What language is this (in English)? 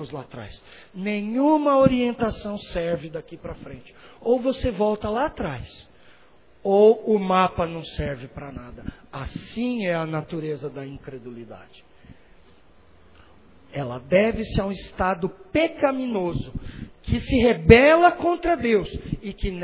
Portuguese